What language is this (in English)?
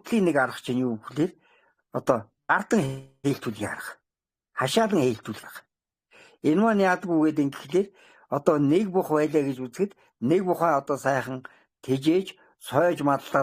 Mongolian